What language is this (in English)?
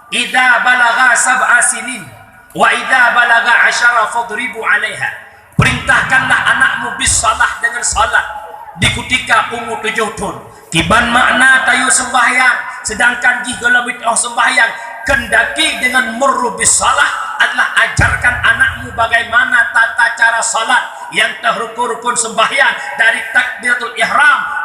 Achinese